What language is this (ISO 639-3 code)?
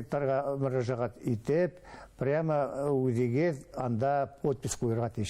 bak